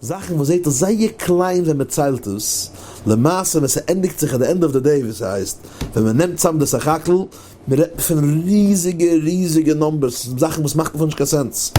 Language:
Yiddish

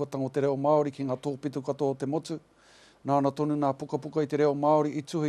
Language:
Māori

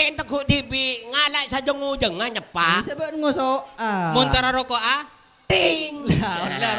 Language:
Madurese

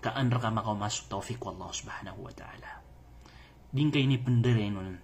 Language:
Maranao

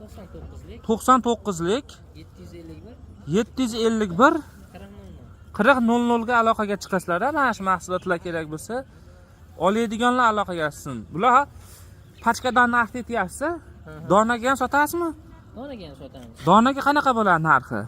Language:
Uzbek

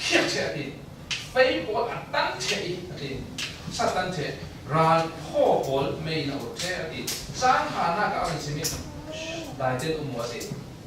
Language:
Falam Chin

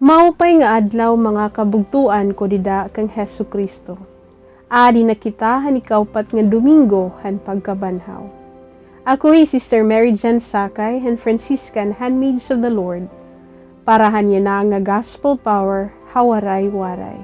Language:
Waray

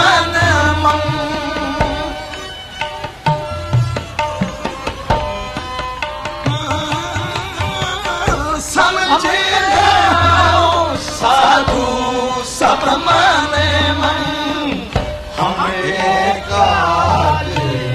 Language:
Hindi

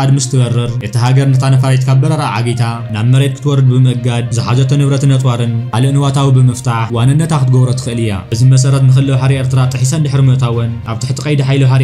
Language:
Tigrinya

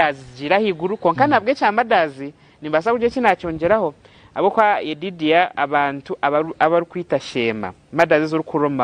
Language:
Nyankole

